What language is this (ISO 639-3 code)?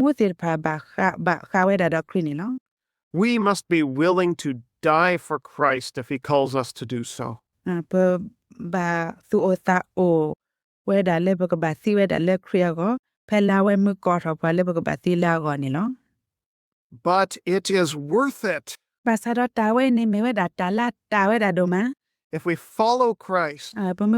ksw